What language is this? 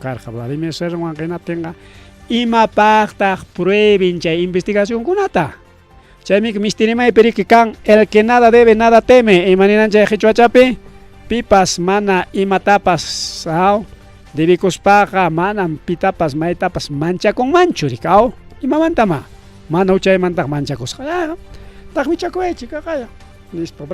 Ayacucho Quechua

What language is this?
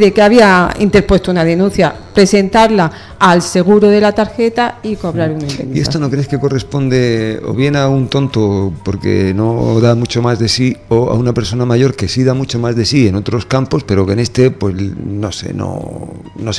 Spanish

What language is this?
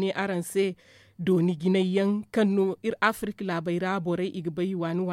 Zarma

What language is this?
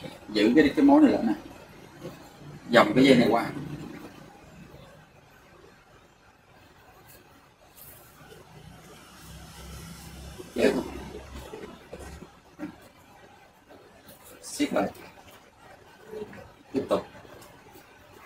Vietnamese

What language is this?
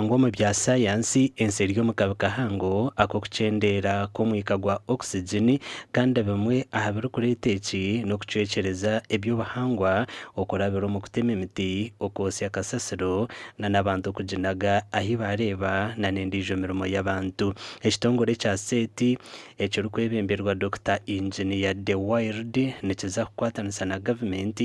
Nyankole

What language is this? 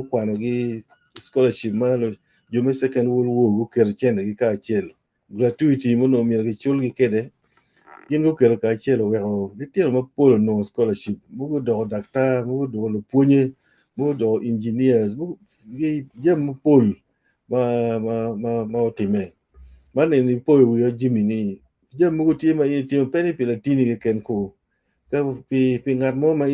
Acoli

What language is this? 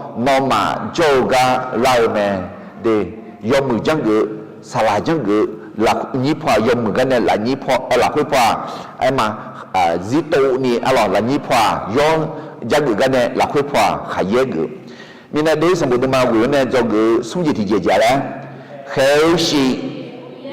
Akha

